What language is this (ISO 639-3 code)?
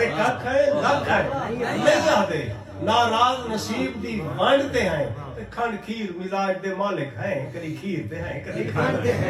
skr